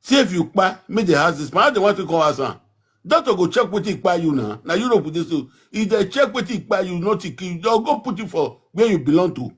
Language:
Nigerian Pidgin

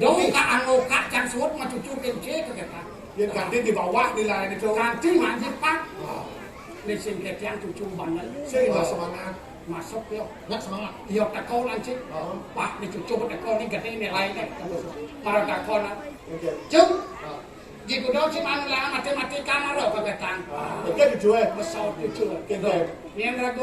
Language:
Balinese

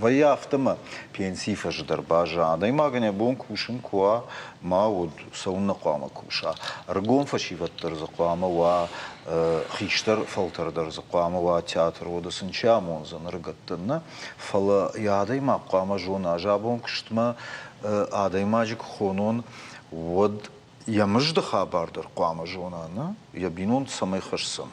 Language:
Ossetic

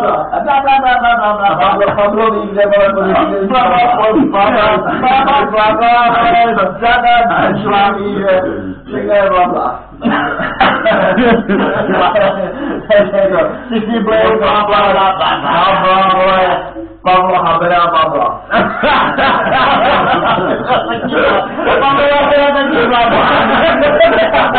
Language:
Czech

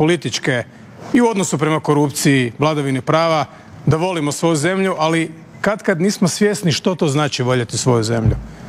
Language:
Croatian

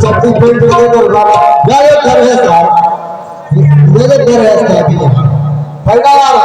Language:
Chhattisgarhi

